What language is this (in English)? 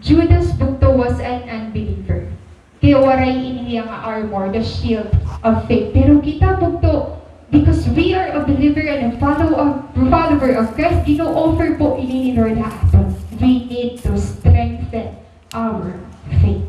Waray